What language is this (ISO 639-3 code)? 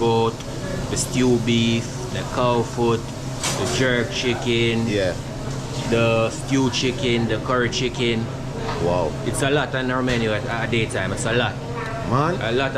jam